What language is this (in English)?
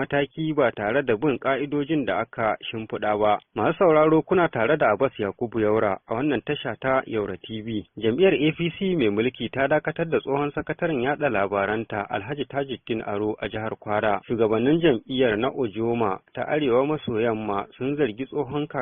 Hausa